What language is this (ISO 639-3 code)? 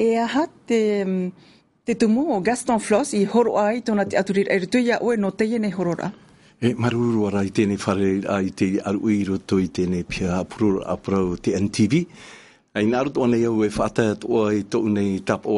tah